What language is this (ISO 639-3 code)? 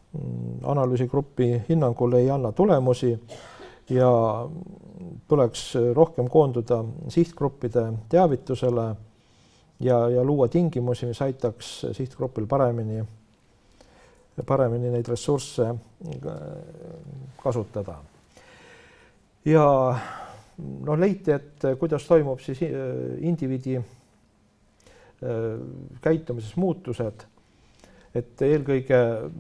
est